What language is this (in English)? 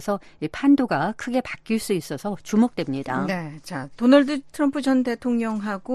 Korean